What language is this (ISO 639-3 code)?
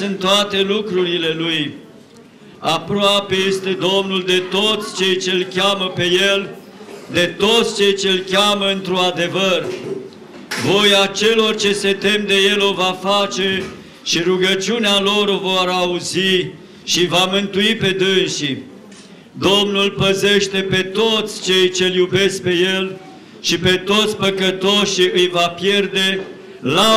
ron